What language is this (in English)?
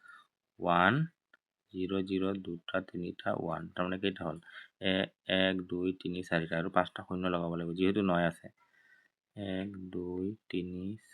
Assamese